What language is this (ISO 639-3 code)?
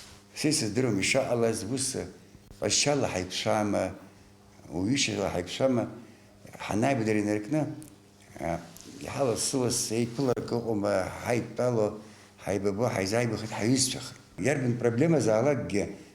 abk